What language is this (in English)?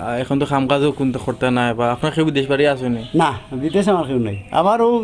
Sylheti